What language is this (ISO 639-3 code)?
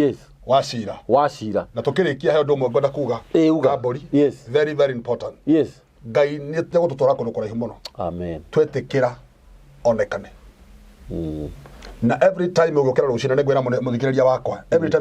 kik